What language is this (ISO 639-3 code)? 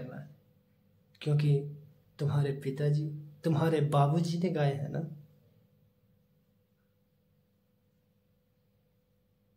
hin